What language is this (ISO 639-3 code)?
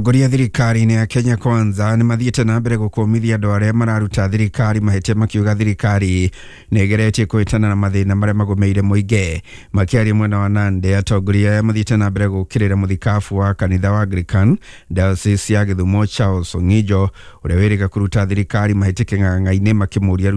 kik